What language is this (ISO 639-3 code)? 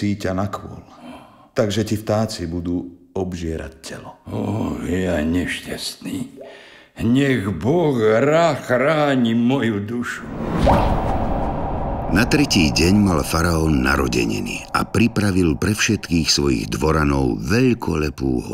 slk